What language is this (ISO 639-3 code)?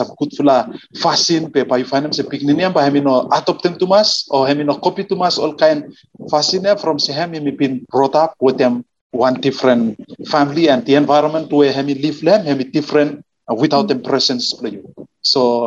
bis